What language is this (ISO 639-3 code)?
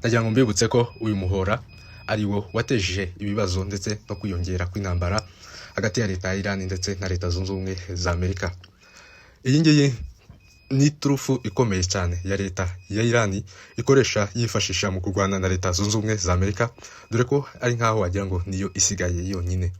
kin